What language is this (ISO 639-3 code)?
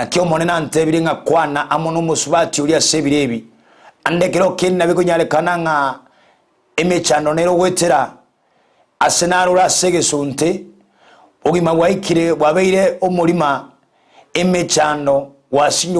guz